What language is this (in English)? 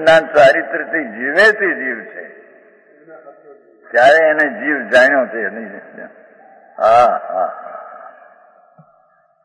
Gujarati